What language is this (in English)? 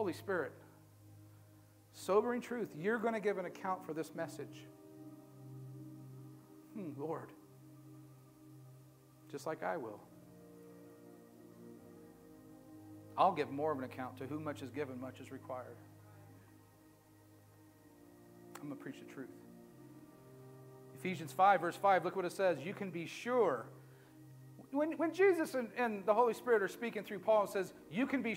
English